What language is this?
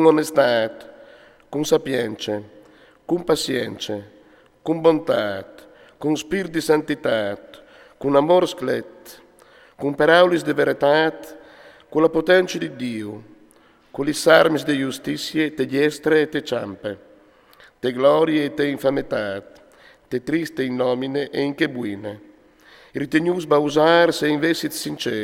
Friulian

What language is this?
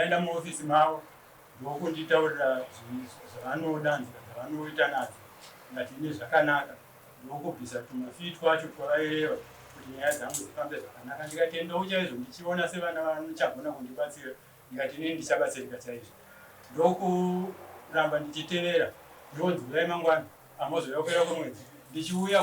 Shona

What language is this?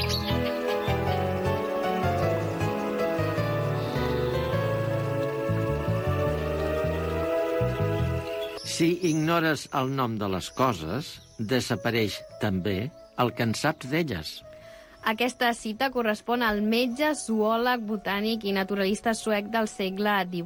Catalan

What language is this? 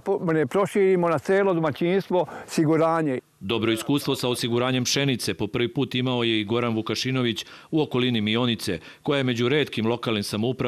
Serbian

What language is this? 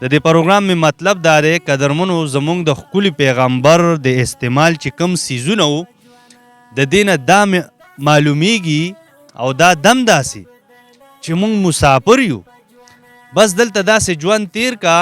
Pashto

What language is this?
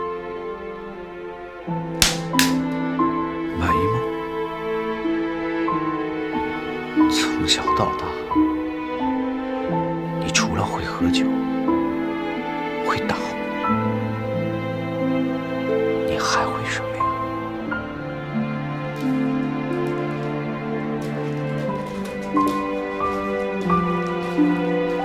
Chinese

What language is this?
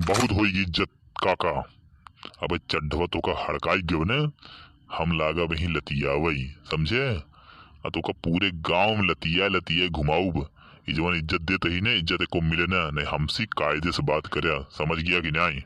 Awadhi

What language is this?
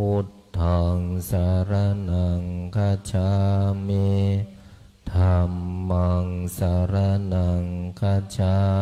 Pali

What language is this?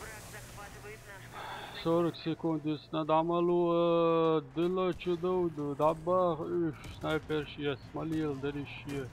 Chechen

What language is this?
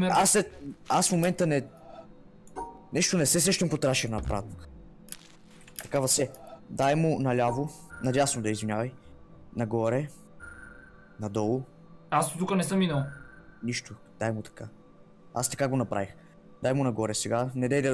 Bulgarian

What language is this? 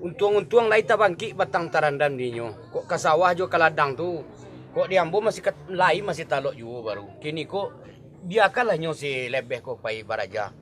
Minangkabau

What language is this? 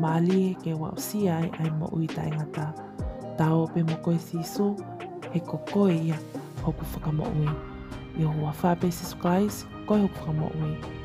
Tongan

